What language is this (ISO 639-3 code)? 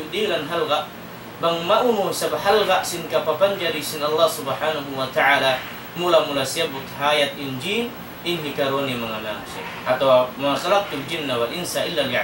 tsg